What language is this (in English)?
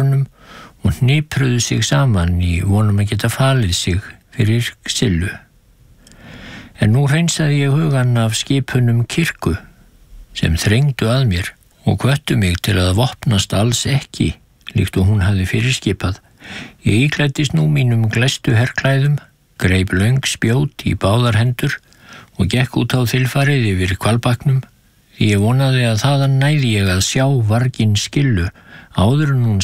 Icelandic